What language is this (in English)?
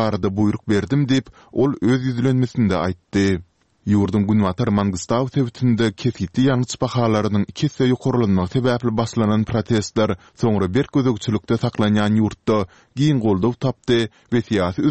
Turkmen